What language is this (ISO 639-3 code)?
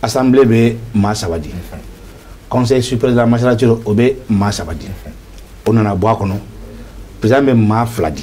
bam